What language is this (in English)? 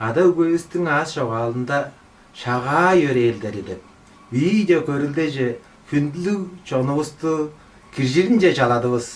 Tuvinian